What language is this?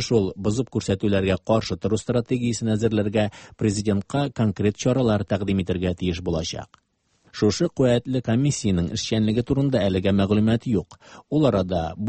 Tatar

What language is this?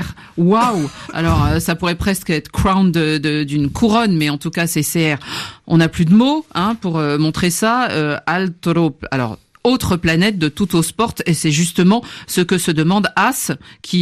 French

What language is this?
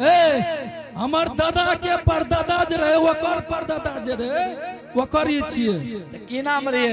Angika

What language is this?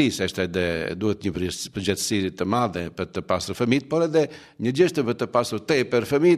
Albanian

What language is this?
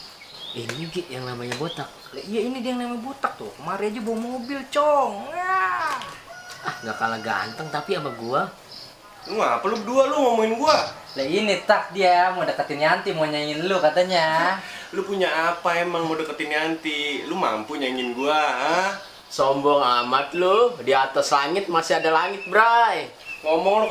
Betawi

